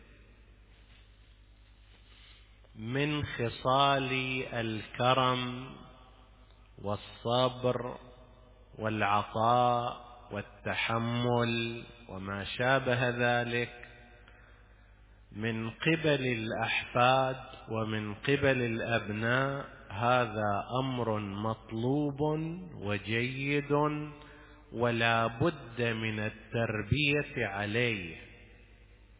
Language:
Arabic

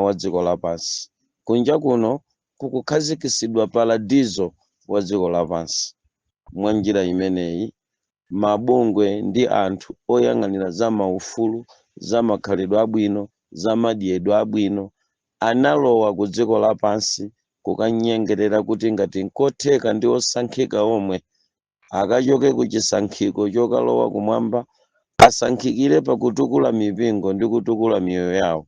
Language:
Nyanja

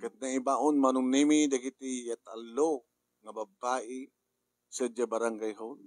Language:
Iloko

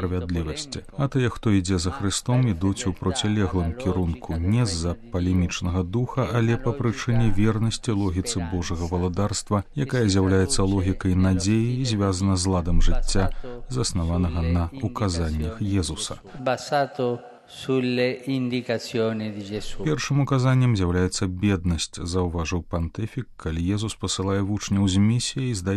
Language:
Belarusian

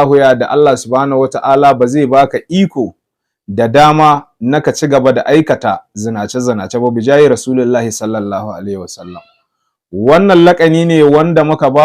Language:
Hausa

